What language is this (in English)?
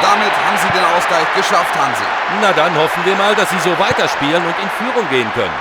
Bavarian